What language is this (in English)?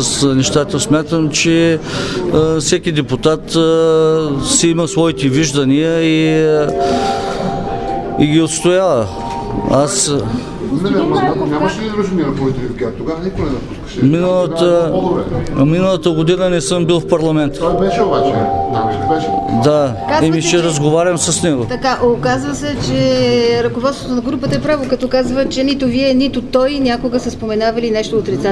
Bulgarian